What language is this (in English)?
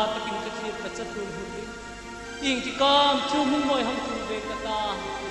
Hmar